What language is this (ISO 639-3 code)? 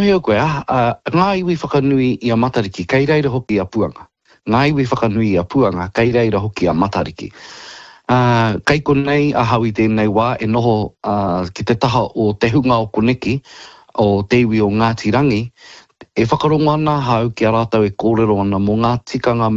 mri